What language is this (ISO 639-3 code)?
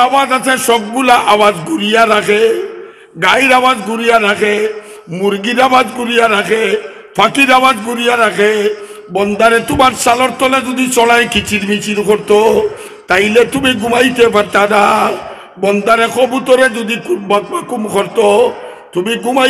syl